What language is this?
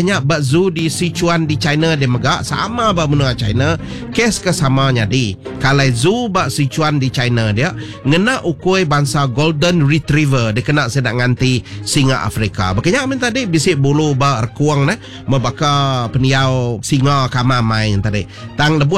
Iban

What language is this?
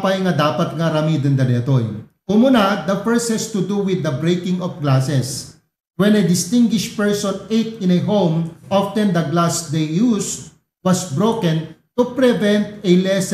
Iloko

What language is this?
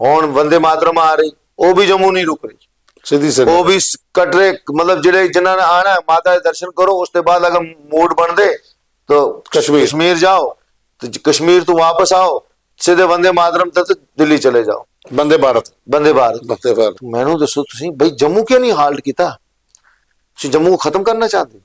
Dogri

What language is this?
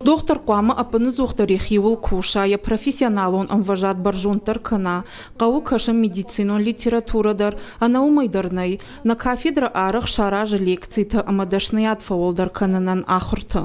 Ossetic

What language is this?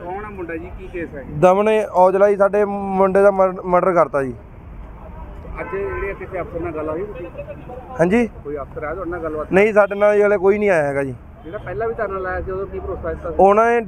Punjabi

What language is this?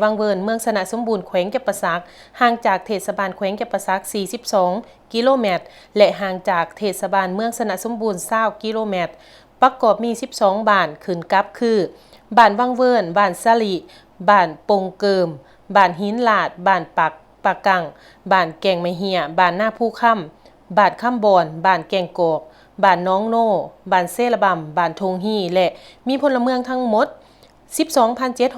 Lao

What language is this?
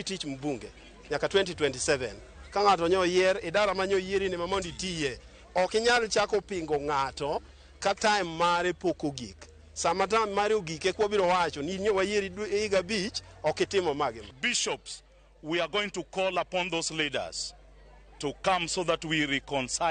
Luo (Kenya and Tanzania)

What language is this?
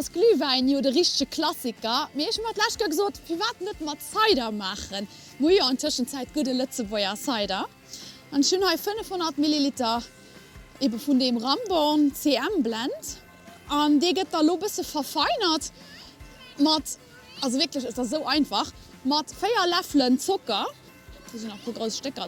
Luxembourgish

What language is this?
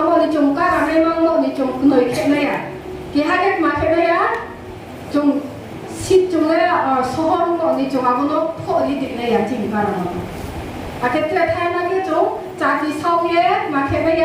Riang (India)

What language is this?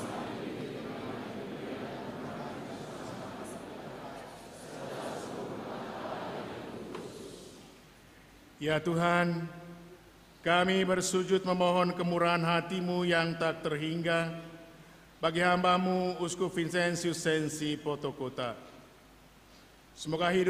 Indonesian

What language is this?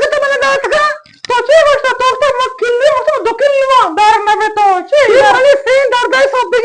Eastern Balochi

